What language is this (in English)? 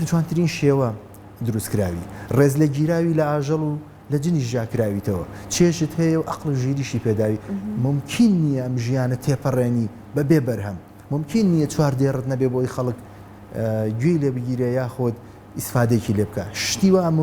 Central Kurdish